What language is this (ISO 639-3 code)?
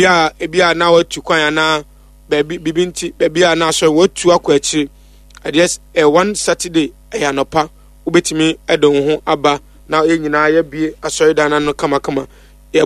aka